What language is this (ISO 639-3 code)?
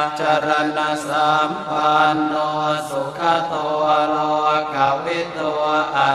pli